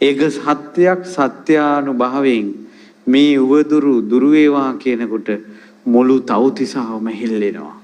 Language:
Sinhala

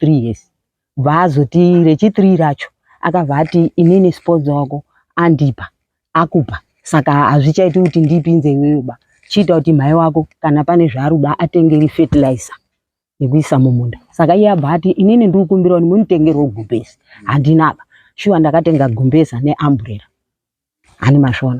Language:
Shona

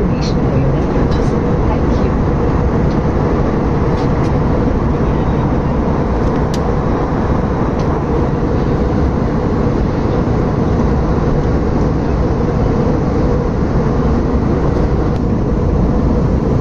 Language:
English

